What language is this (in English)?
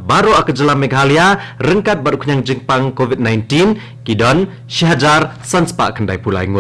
Khasi